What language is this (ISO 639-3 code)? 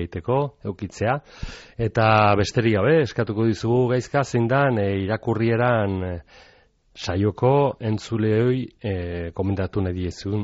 eus